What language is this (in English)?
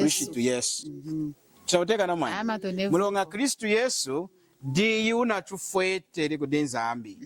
Lunda